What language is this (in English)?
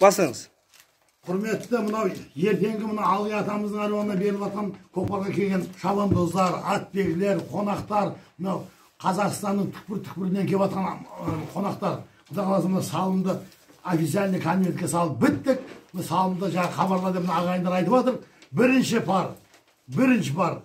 Kazakh